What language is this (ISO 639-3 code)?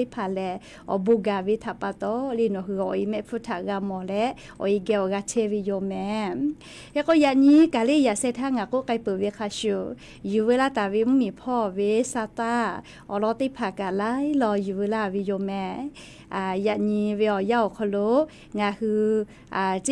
lhu